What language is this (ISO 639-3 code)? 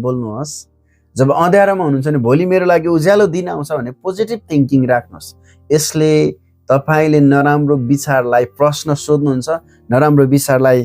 nep